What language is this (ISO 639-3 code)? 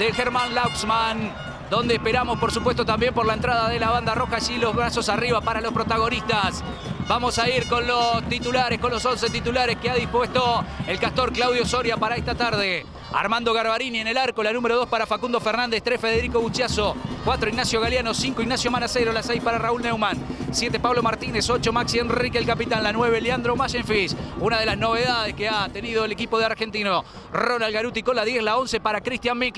spa